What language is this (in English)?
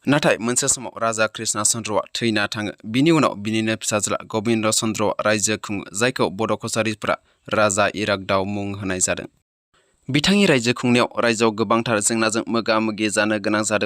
Bodo